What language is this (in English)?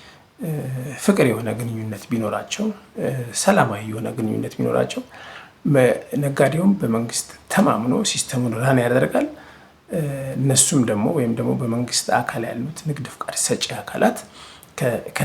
Amharic